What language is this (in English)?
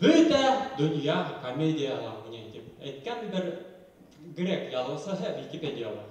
Bashkir